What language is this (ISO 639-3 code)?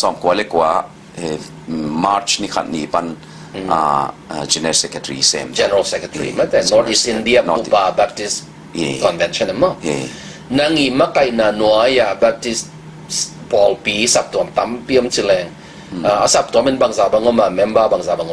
ctd